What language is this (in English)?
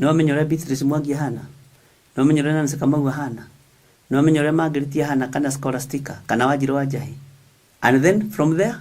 Kikuyu